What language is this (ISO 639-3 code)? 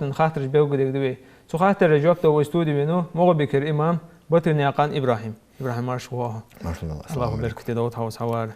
inh